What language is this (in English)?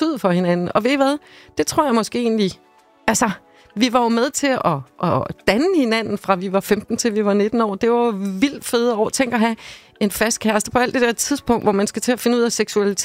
Danish